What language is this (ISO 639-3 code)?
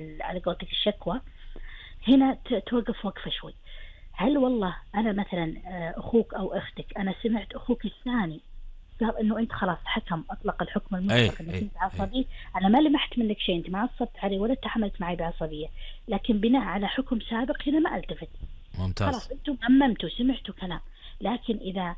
afb